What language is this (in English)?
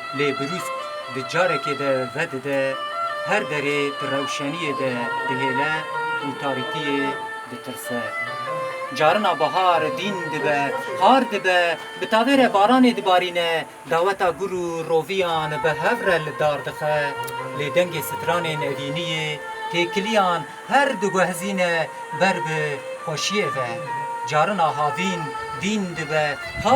Kurdish